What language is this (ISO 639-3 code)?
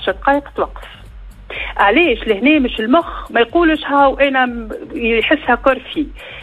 aeb